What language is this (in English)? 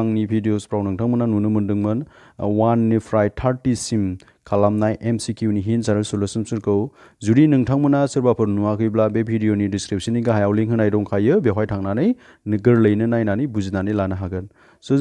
Bodo